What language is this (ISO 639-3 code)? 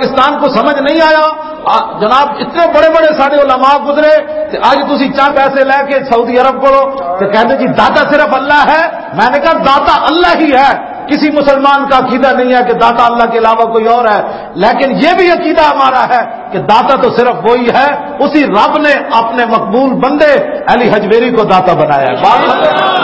lah